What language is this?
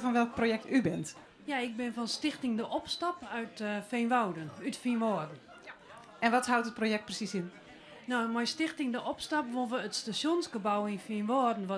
Western Frisian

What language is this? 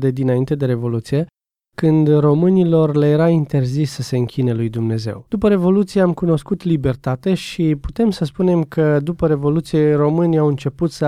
Romanian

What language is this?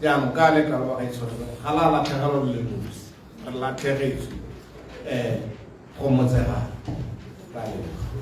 Tswana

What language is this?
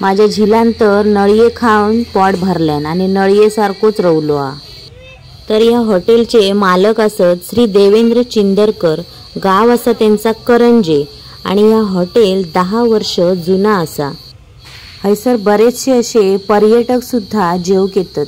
Konkani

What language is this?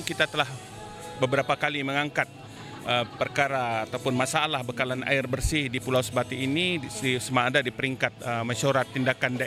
Malay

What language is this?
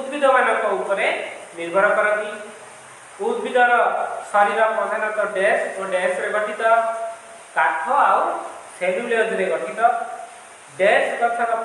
Odia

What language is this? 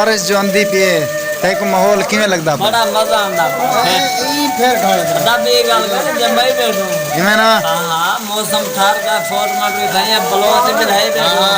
Saraiki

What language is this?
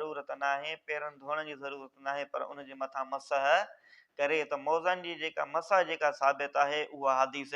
Sindhi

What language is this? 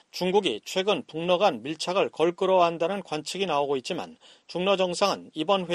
Korean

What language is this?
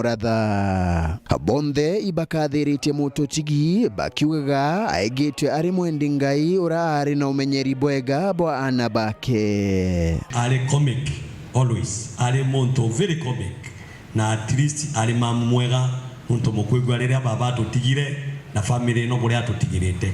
Meru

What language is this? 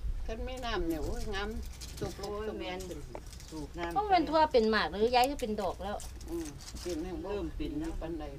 Northeastern Thai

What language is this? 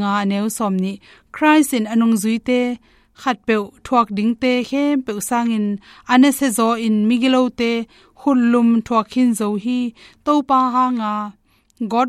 Tedim Chin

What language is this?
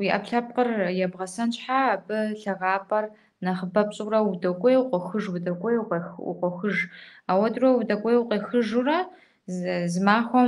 Kabardian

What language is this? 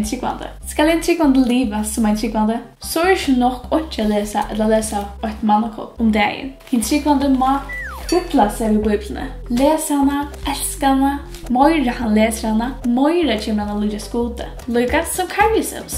Faroese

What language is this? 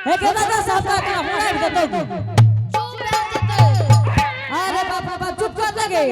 Angika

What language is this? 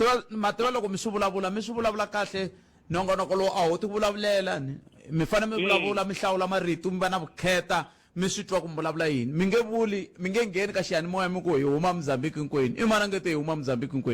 Tsonga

